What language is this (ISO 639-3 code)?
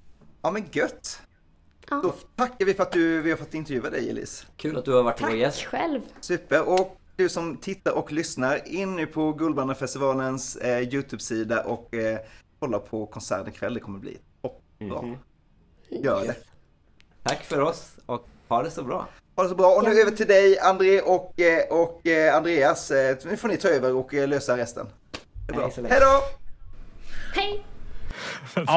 swe